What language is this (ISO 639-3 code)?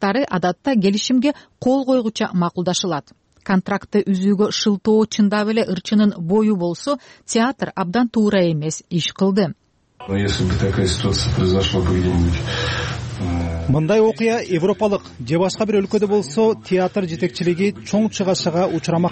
kir